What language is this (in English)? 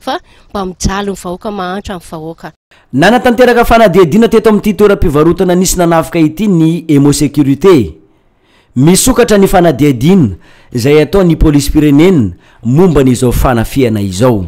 Malagasy